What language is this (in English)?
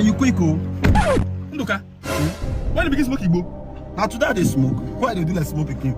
Nigerian Pidgin